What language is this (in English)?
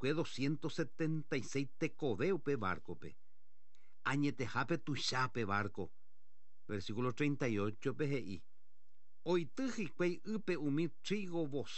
Guarani